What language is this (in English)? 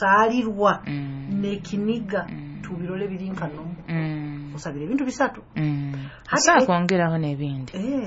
Nyoro